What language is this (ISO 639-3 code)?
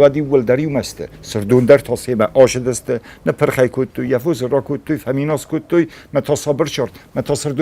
oss